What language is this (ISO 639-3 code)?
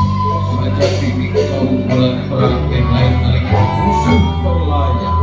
sun